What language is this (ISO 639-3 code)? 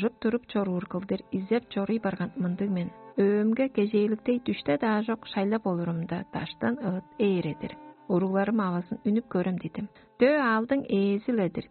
tyv